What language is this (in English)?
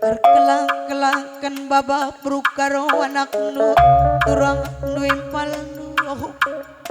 Batak Karo